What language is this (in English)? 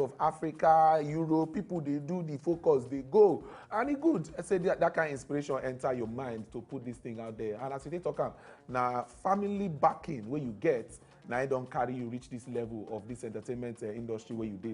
Nigerian Pidgin